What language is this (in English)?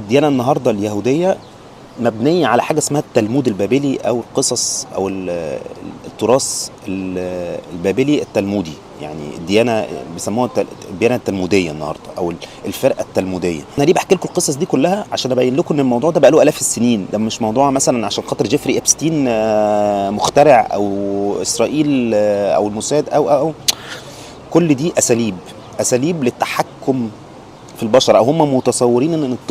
Egyptian Arabic